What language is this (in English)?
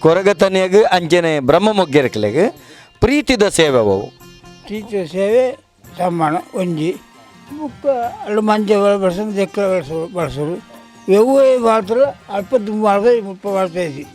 Tulu